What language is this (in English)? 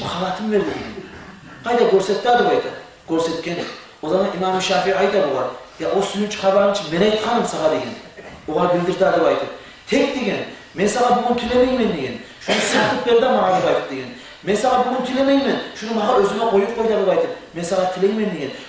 Kumyk